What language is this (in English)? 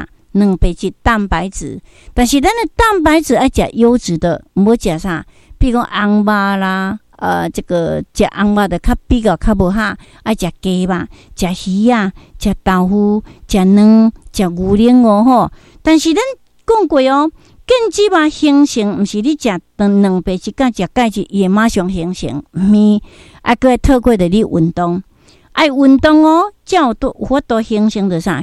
Min Nan Chinese